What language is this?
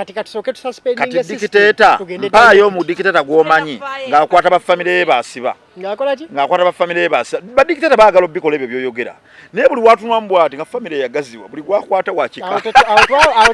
Ganda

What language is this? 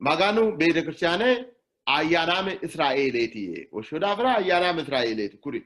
Sidamo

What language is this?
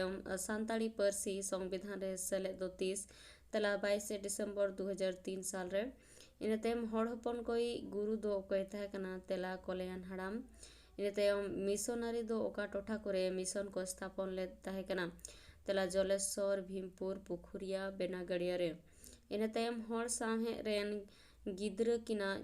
Santali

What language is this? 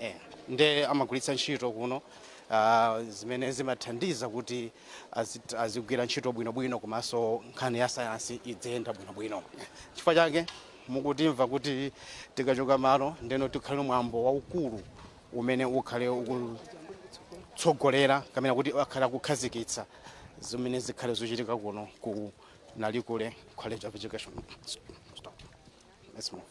Nyanja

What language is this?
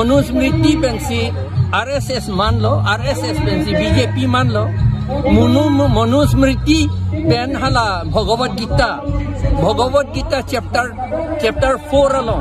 Karbi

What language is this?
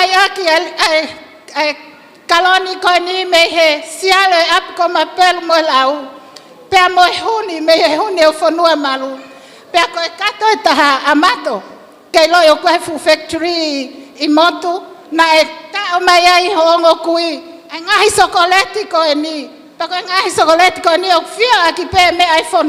Tongan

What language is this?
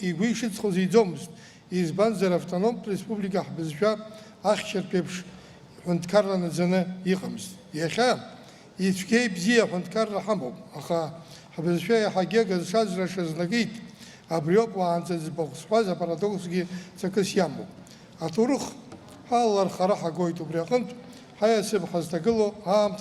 Abkhazian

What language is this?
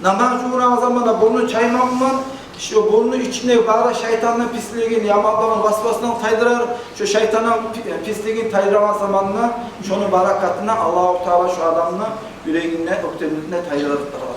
Kumyk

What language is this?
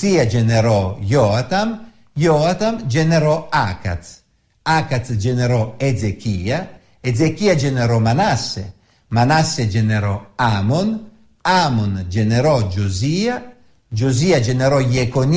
Italian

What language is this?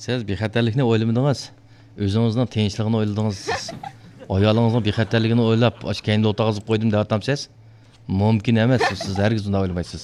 Uyghur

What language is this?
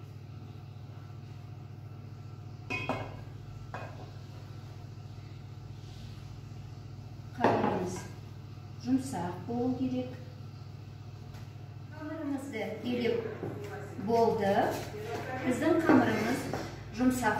Kazakh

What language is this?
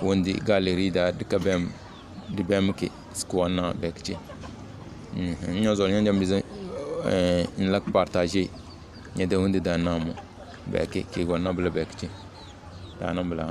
Tem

